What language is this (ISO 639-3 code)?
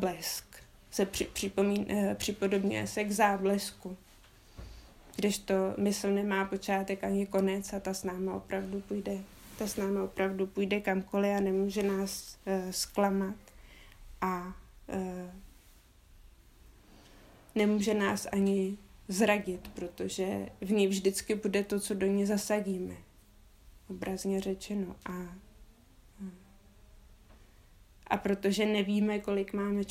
ces